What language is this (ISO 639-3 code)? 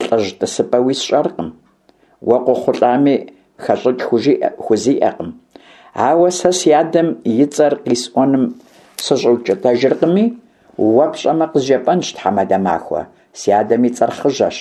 kbd